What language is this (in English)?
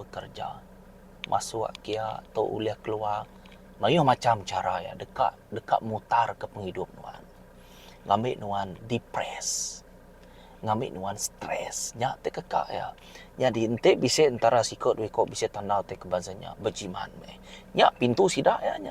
Iban